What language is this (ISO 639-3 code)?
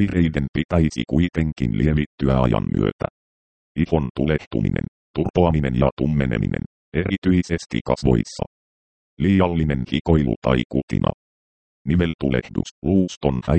fin